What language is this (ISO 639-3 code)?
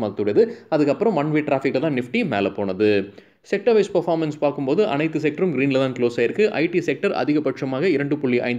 tam